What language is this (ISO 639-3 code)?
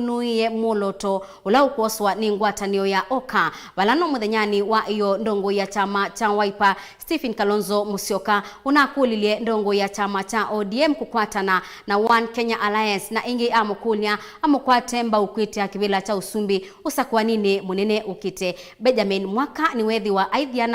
kam